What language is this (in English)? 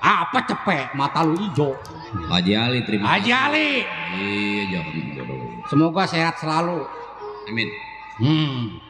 Betawi